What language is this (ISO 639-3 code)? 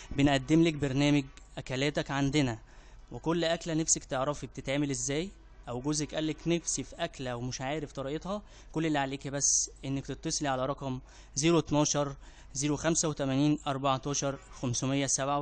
arz